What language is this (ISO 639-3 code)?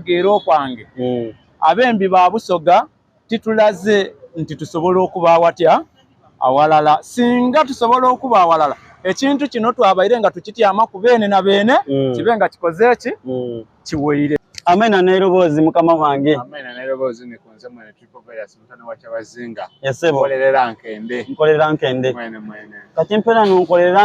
xog